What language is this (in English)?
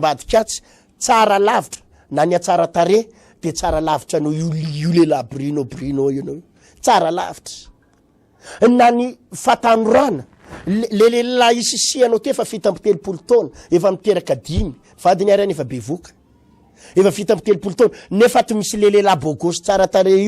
Malagasy